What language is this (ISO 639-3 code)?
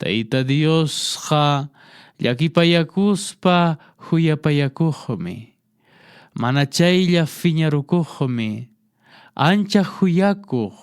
que